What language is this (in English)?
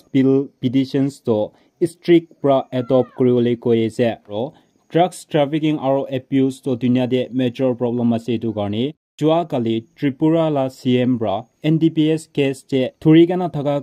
Naga Pidgin